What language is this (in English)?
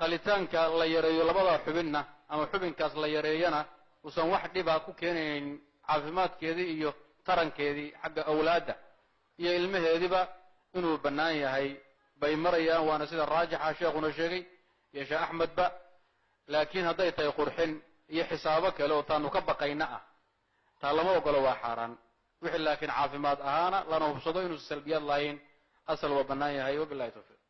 Somali